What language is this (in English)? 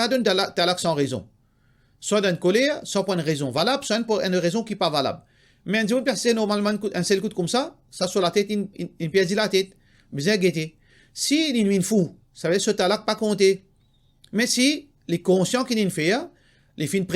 Morisyen